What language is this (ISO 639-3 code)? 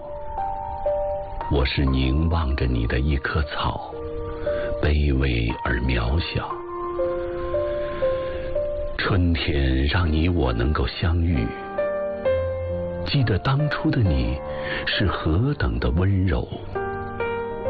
zho